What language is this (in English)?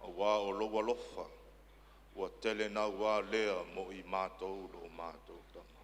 Samoan